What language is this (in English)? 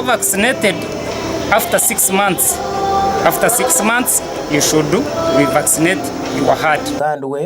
Nyankole